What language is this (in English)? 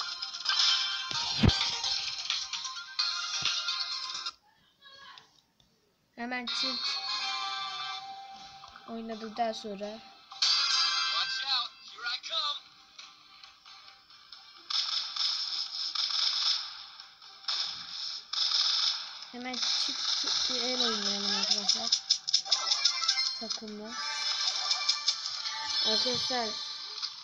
Turkish